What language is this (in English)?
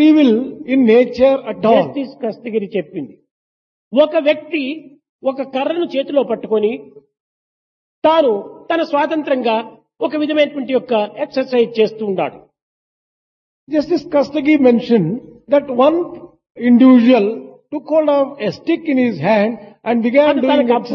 Telugu